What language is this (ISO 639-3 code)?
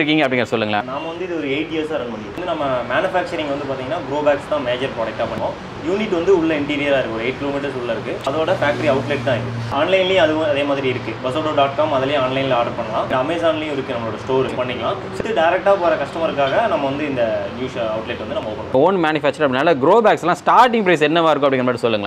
tam